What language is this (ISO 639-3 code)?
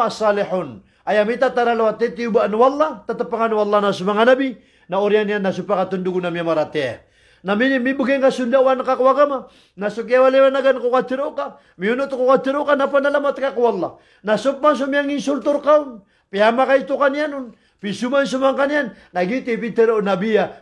mrw